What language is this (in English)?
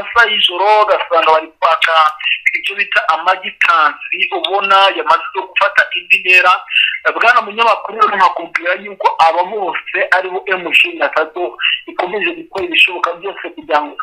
Kinyarwanda